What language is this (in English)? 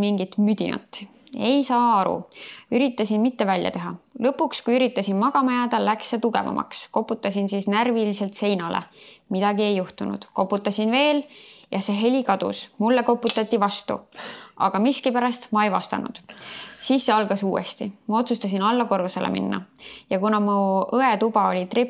Estonian